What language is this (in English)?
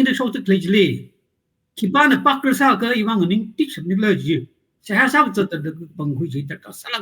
Tangkhul Naga (India)